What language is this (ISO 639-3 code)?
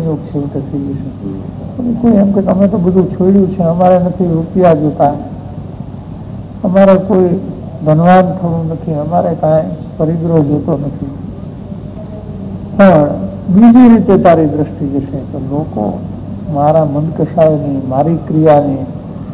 guj